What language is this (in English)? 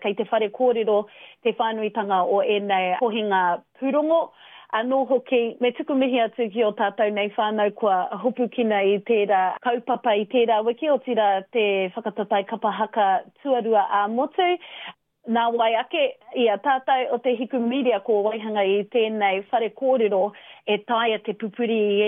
Māori